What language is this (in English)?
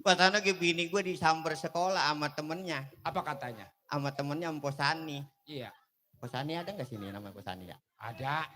Betawi